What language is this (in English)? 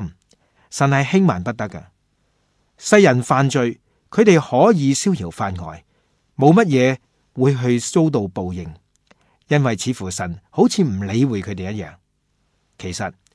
Cantonese